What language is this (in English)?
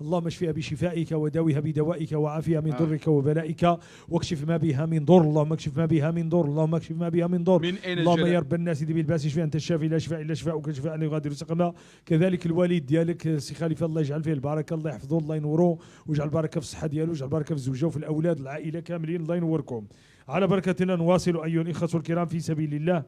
Moroccan Arabic